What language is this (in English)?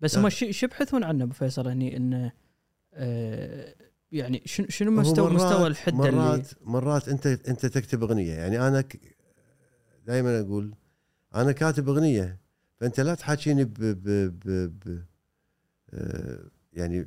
Gulf Arabic